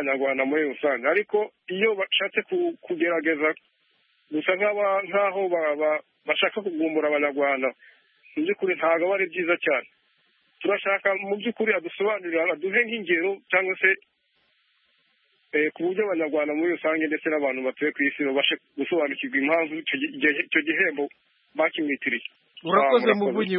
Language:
Kinyarwanda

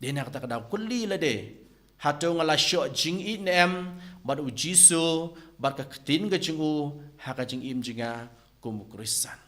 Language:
Khasi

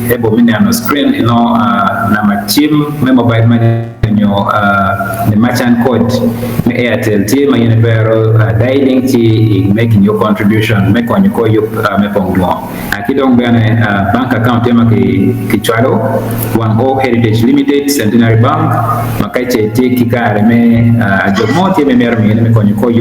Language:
Acoli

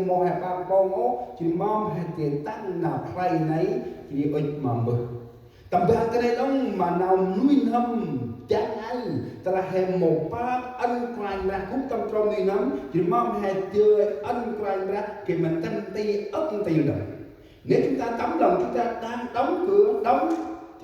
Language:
Central Mnong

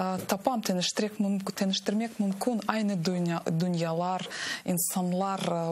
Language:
Crimean Tatar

